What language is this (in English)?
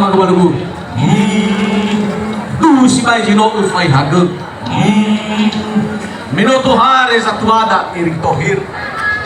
Nias